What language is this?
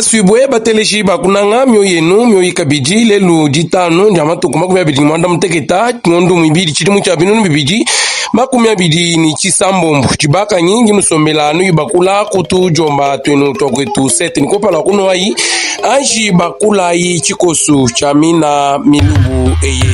Luba-Lulua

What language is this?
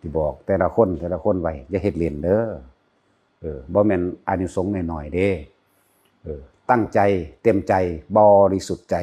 Northeastern Thai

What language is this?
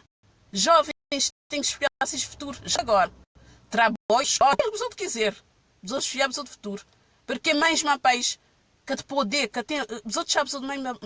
Kabuverdianu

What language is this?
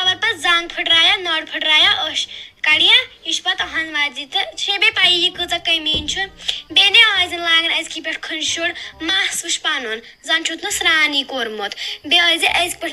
Kashmiri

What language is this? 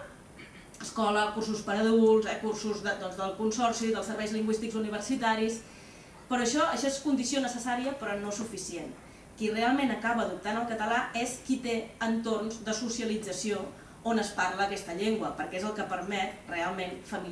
Catalan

